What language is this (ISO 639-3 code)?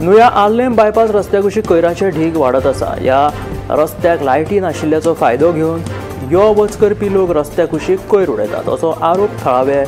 kok